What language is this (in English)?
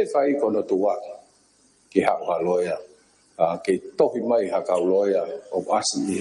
Tongan